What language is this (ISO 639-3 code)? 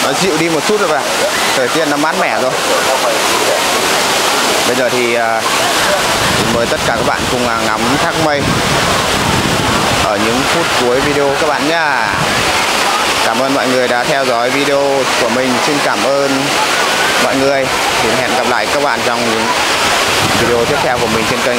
vie